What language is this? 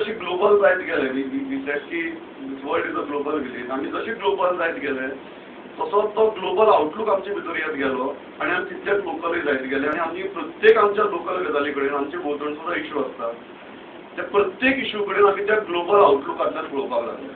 Konkani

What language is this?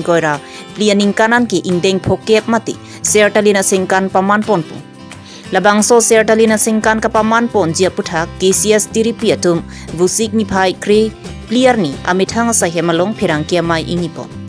Karbi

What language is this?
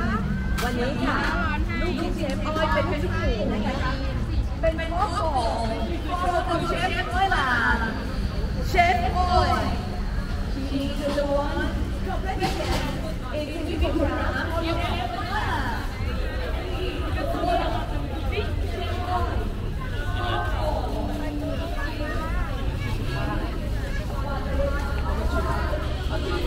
Thai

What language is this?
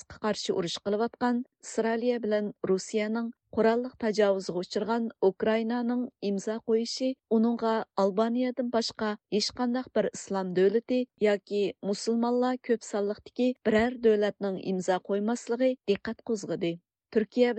Uyghur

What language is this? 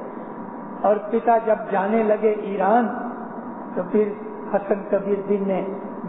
Urdu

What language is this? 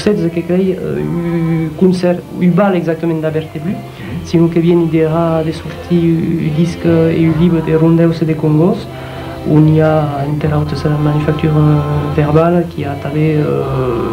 Occitan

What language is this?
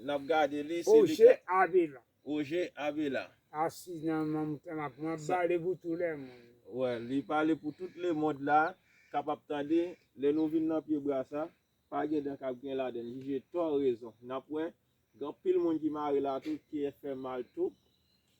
Haitian Creole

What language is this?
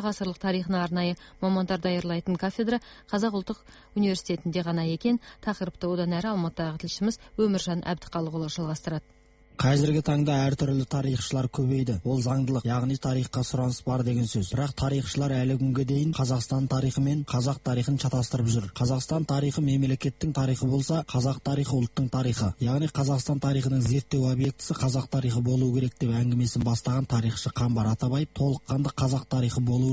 Kazakh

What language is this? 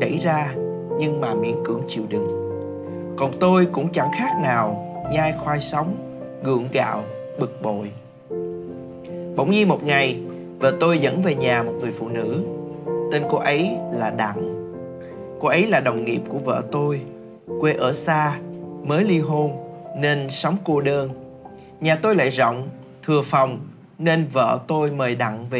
Vietnamese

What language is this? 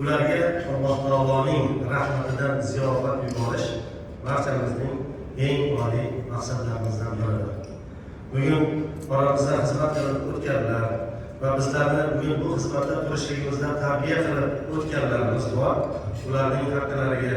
Uzbek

